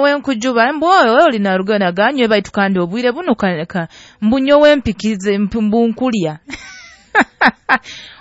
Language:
Nyoro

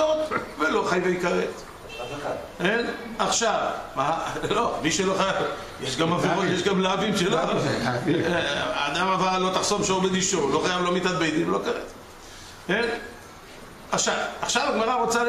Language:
Hebrew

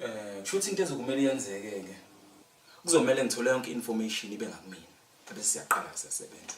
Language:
Zulu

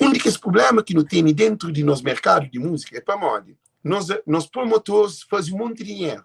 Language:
Kabuverdianu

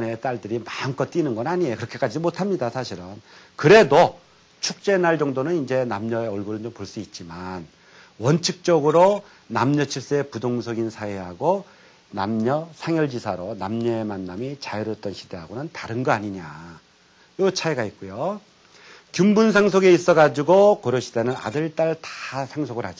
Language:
Korean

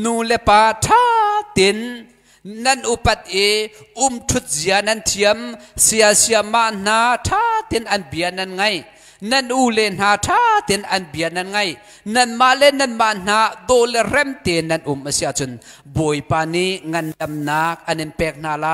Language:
Hakha Chin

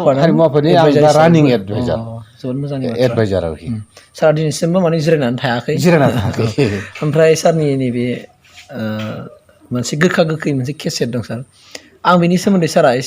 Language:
Bodo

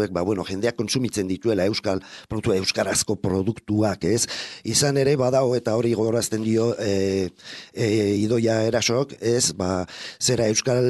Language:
Basque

